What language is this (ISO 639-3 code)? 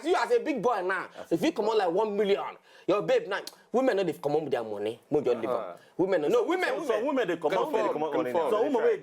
pcm